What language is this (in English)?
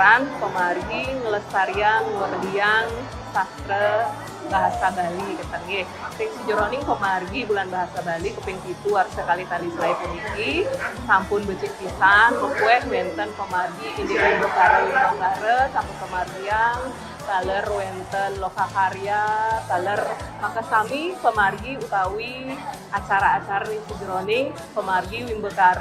Balinese